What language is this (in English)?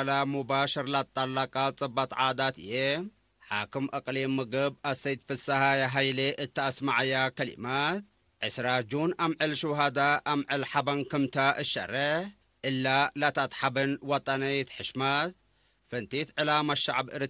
Tigre